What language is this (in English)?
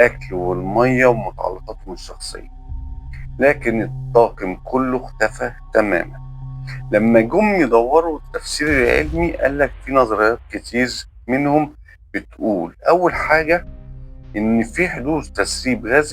Egyptian Arabic